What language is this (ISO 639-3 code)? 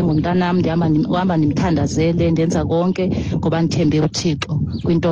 xho